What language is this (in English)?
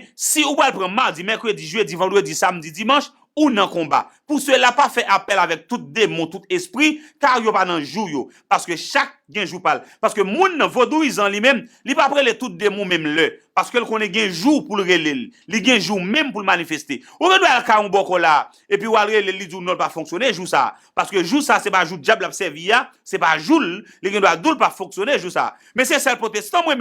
Haitian Creole